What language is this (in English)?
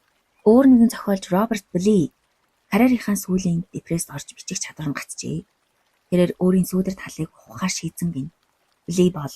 Mongolian